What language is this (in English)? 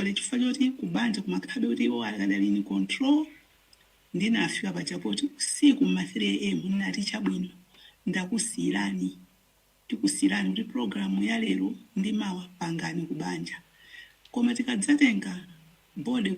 Nyanja